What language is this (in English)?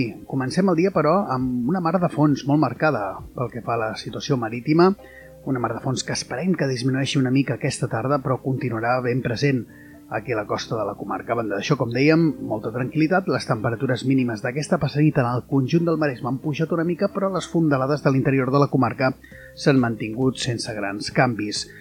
Catalan